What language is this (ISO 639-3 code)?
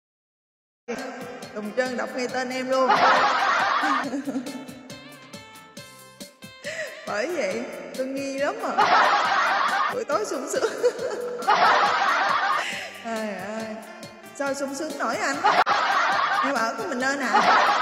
vie